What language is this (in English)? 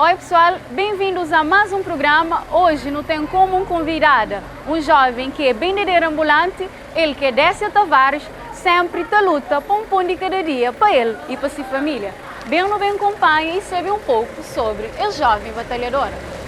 Kabuverdianu